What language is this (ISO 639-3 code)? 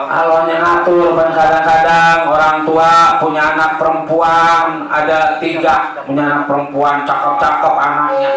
bew